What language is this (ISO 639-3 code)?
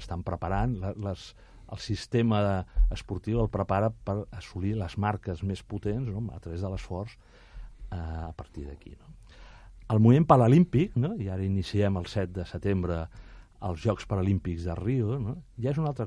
cat